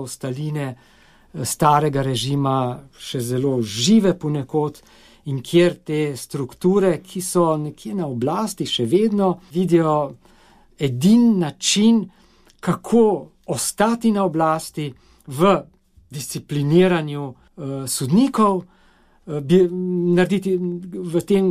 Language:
Slovenian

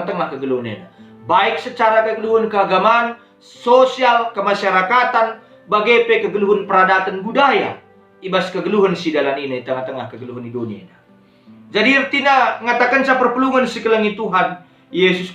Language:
Batak Karo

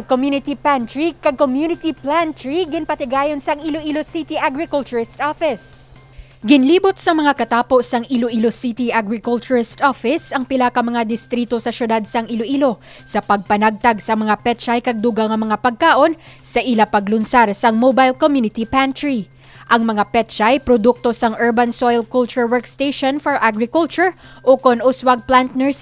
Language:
Hiligaynon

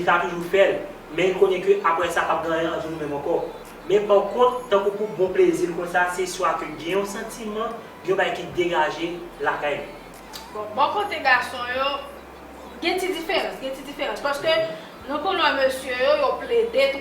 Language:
Haitian Creole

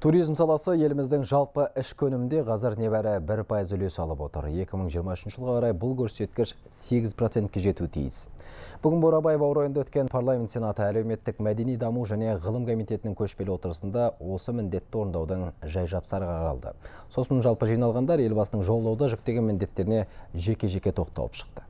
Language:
Kazakh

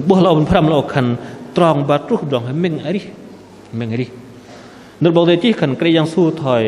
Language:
Bahnar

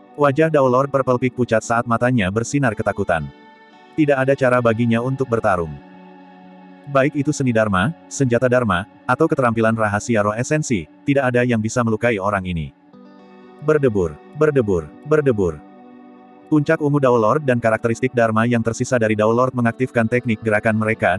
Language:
Indonesian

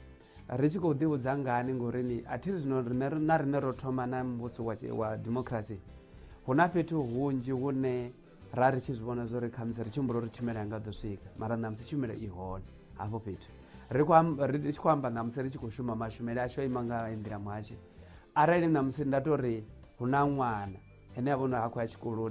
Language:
Venda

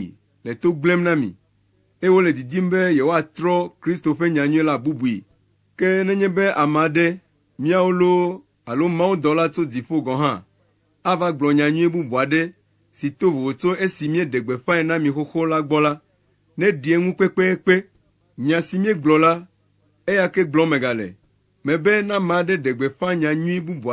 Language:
Ewe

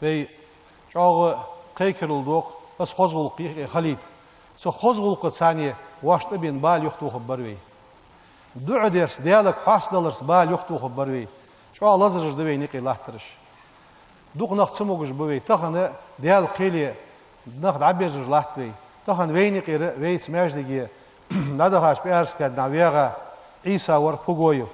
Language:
Ingush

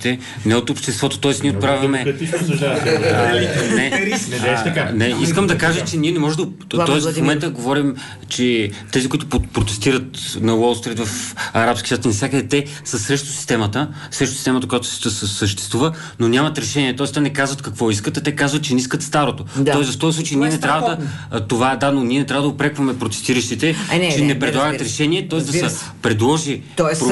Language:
Bulgarian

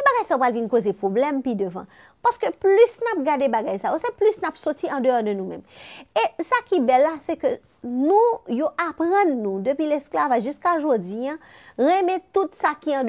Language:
Haitian Creole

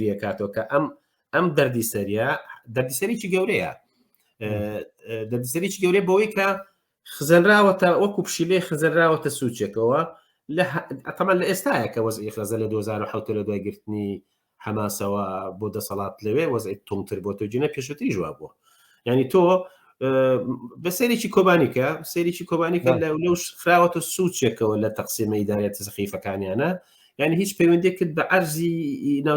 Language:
Central Kurdish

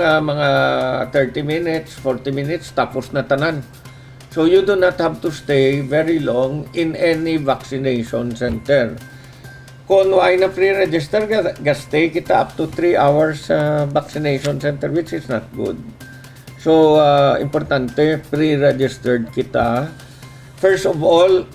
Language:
Hiligaynon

